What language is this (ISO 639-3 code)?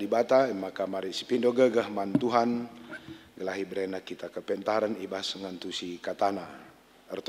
btx